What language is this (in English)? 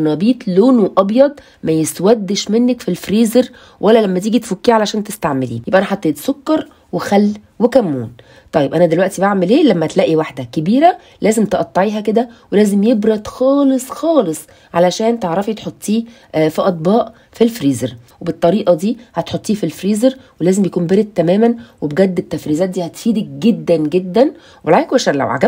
Egyptian Arabic